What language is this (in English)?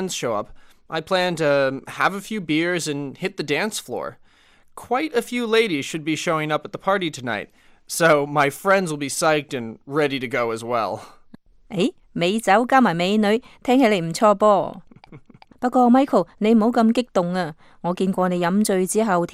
Cantonese